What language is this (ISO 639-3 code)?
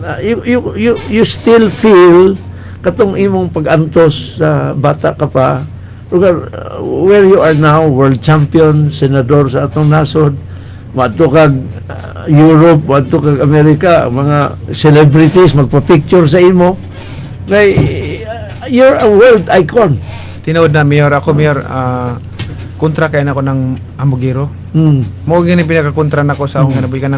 ceb